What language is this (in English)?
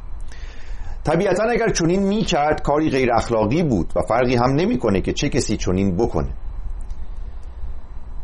Persian